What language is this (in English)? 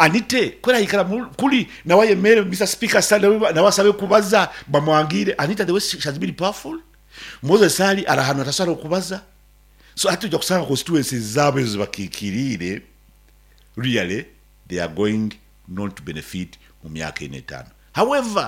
Nyankole